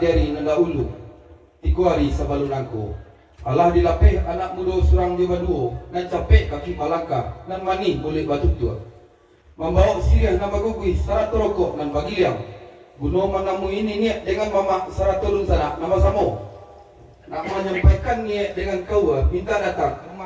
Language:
Minangkabau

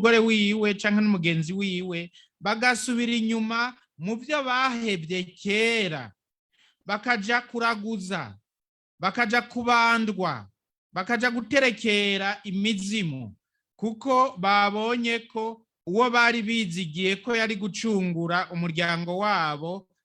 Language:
Rundi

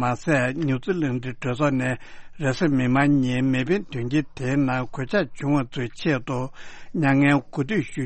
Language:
Tibetan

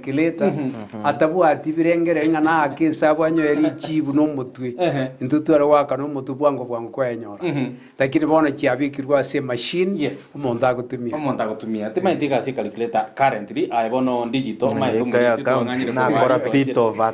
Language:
Gusii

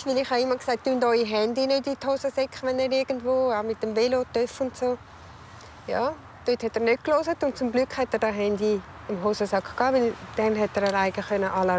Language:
Swiss German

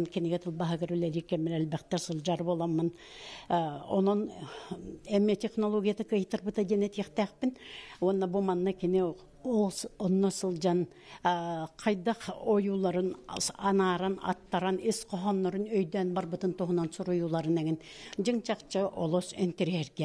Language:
Yakut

